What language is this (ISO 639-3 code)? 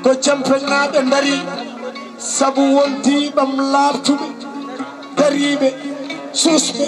ful